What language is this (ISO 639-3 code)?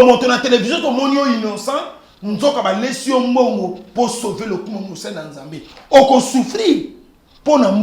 lin